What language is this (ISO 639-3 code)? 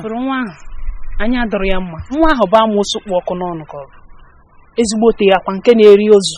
ibo